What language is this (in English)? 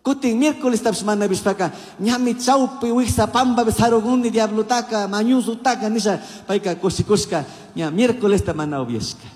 Chimborazo Highland Quichua